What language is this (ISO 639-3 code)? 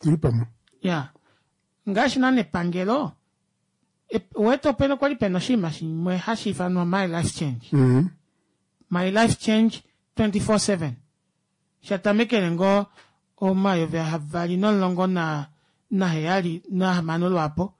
kua